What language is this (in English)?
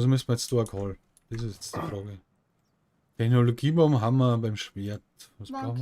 Bavarian